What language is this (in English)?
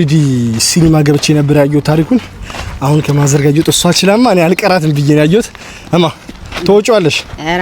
Amharic